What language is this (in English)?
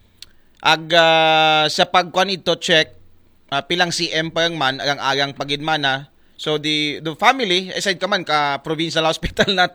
Aklanon